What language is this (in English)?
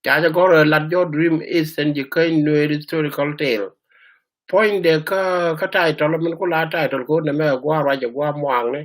Nuer